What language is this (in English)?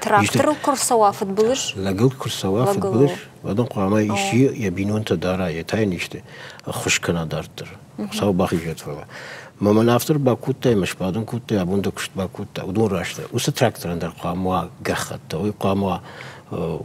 Ossetic